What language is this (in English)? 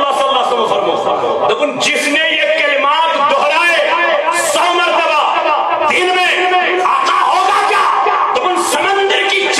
Kashmiri